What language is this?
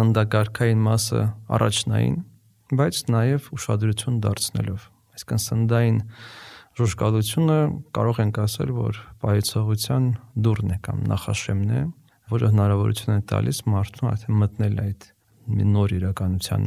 Armenian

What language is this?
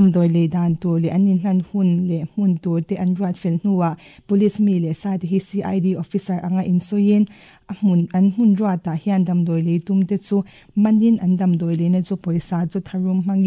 Mizo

